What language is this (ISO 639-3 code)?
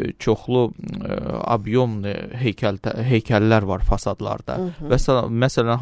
aze